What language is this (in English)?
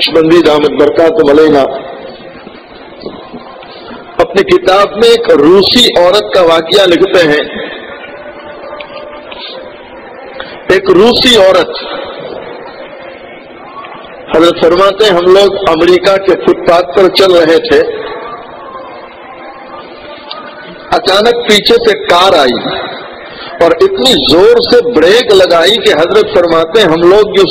Urdu